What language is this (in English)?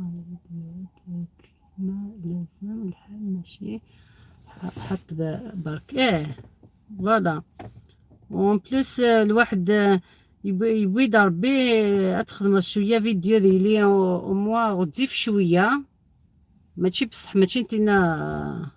Algerian Arabic